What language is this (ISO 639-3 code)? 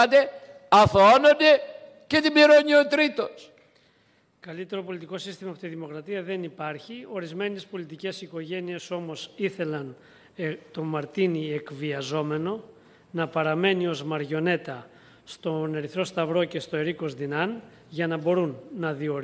ell